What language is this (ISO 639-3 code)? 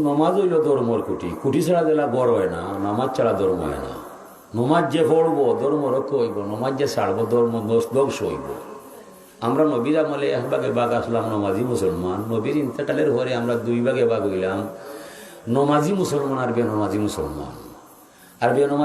syl